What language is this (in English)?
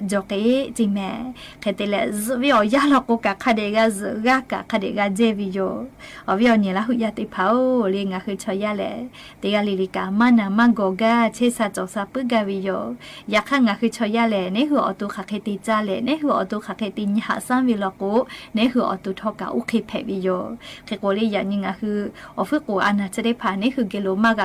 Lahu